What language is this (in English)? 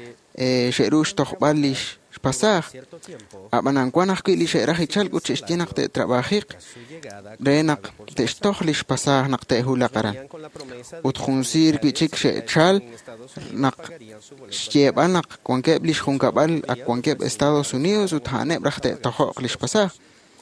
Kekchí